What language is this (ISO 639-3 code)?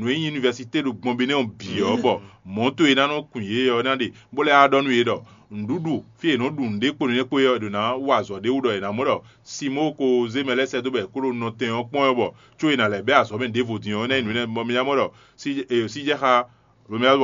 fon